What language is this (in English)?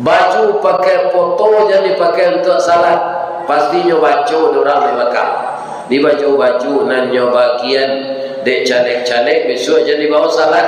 Minangkabau